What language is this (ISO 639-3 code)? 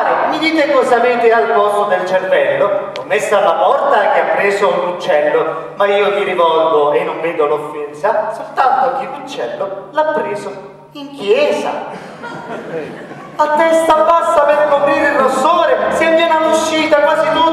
ita